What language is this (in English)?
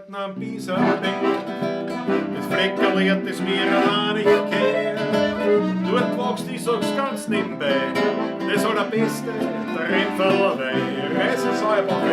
Bavarian